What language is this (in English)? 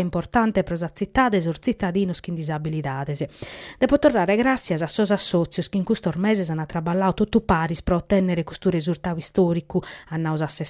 Sardinian